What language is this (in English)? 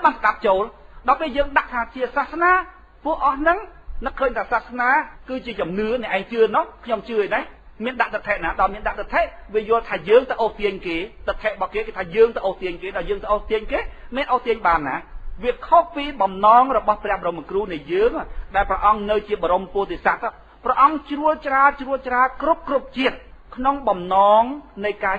Khmer